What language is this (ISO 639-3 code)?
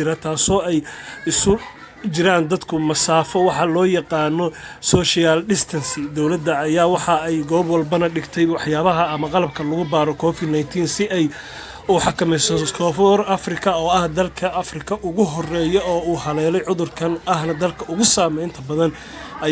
som